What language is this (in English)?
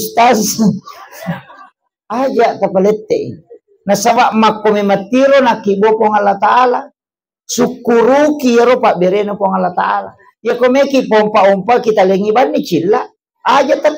Buginese